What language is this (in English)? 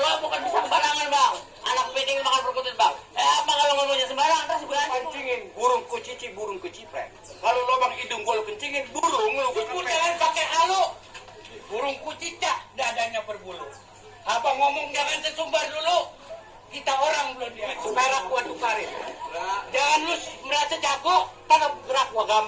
Betawi